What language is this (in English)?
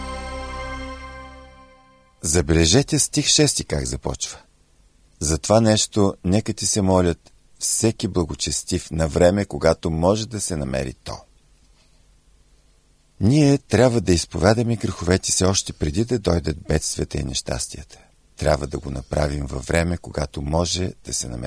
Bulgarian